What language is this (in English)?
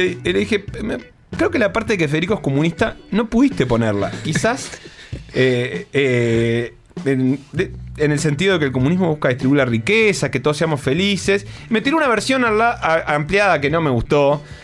Spanish